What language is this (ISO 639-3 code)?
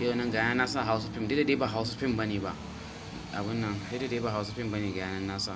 hau